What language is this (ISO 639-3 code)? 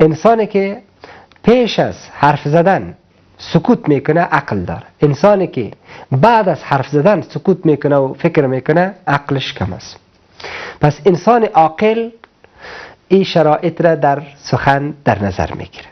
fas